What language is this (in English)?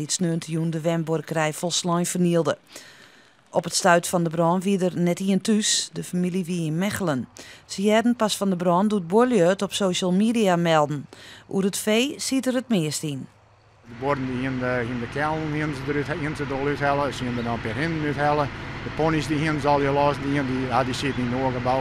Western Frisian